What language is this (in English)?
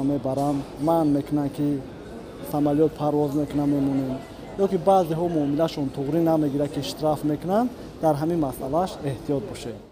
Tajik